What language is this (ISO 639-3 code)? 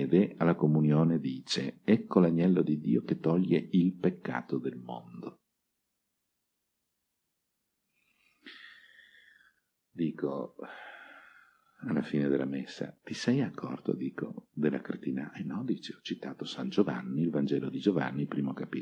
ita